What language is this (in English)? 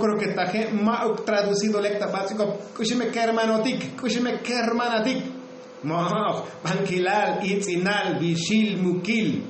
Tzotzil